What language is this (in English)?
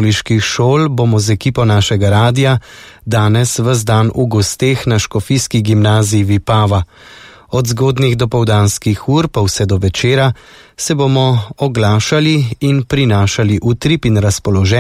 Slovenian